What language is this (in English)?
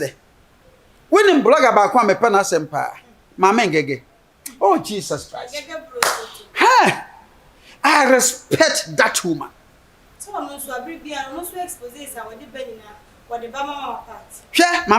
Akan